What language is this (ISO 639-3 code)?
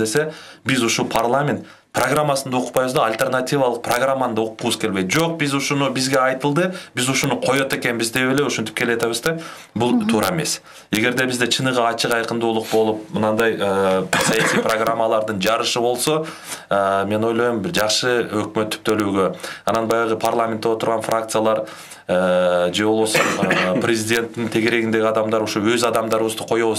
kir